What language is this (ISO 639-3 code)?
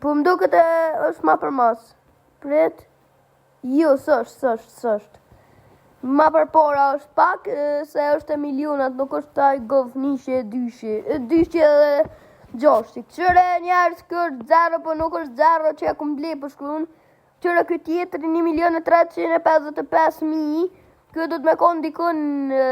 sqi